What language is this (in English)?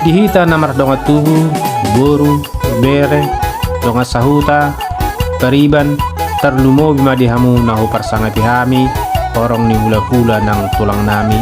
Batak Toba